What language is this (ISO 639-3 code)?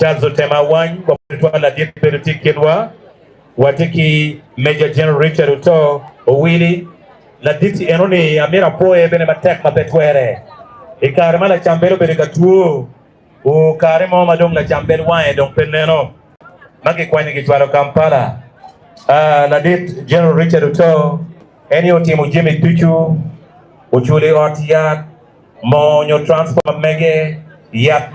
ach